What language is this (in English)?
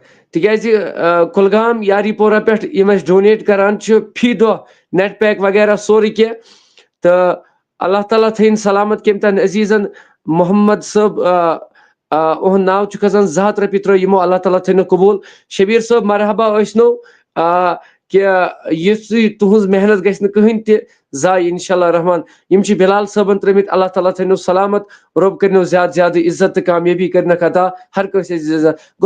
Kashmiri